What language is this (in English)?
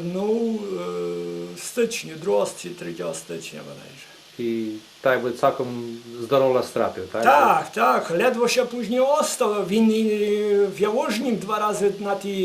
Rusyn